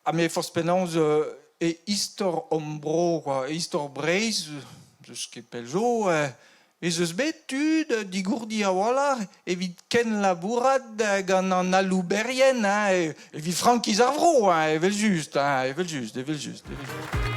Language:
Breton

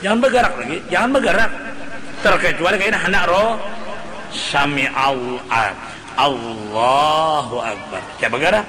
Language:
Banjar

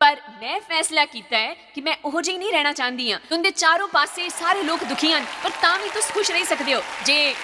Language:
Dogri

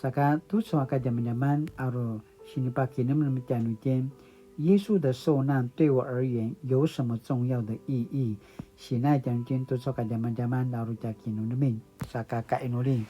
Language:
Paiwan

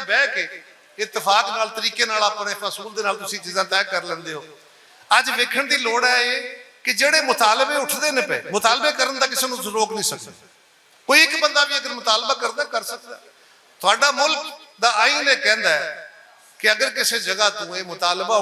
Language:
Western Panjabi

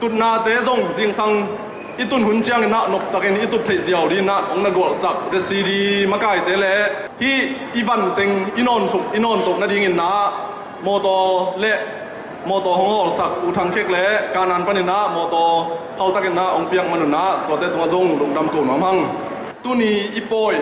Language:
Tedim Chin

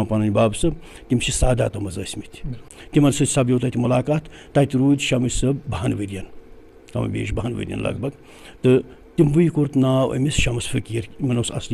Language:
Kashmiri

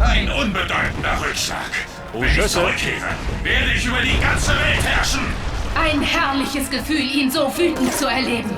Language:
Bavarian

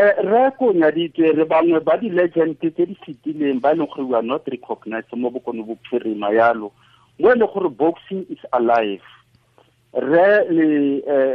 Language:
Tswana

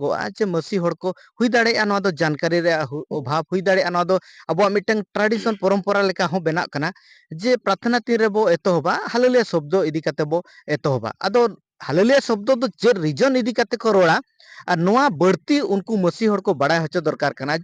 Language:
Santali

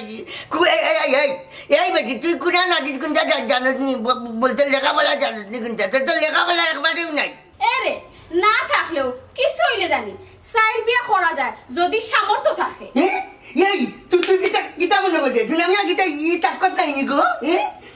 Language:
Sylheti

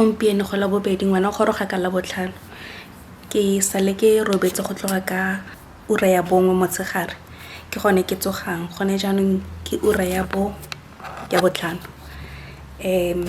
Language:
Tswana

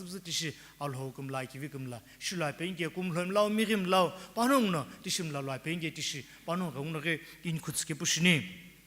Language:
Sumi Naga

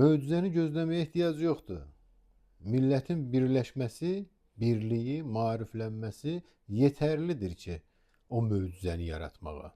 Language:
Azerbaijani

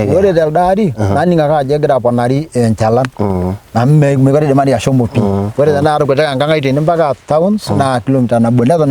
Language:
Masai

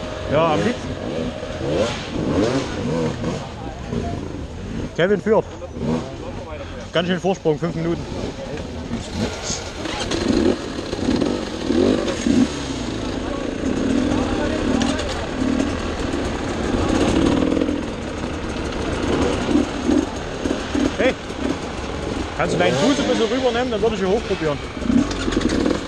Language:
German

